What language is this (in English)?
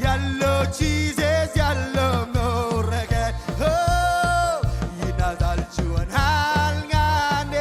Marshallese